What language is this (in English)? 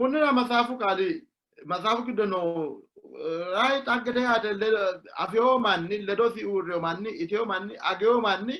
Sidamo